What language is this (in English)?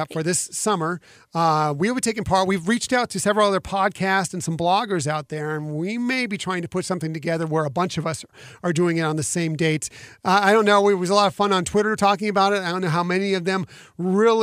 English